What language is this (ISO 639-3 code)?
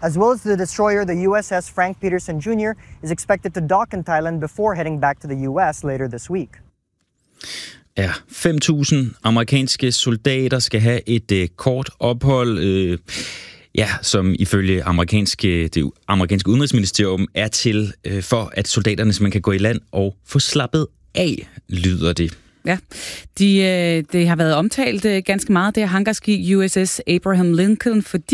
dan